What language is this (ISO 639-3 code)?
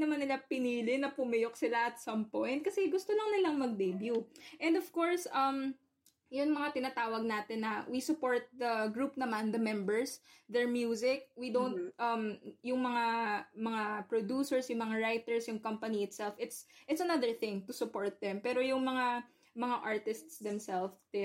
fil